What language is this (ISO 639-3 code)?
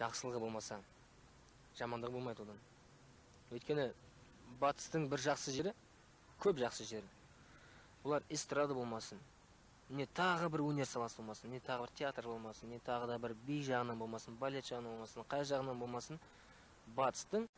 kaz